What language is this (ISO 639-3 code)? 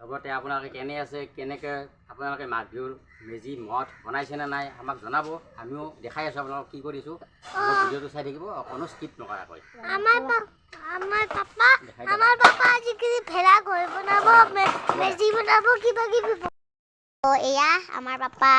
asm